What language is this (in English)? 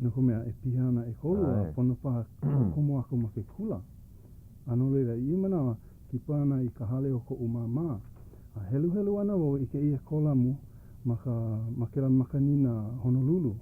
Hawaiian